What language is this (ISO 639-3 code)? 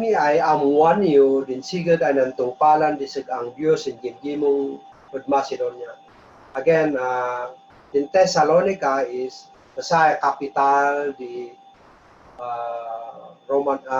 kne